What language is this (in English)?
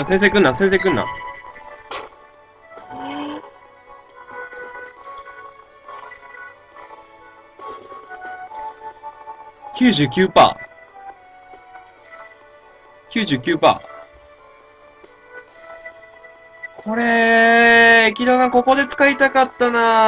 Japanese